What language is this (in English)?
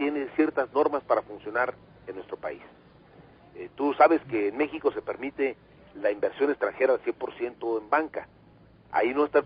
Spanish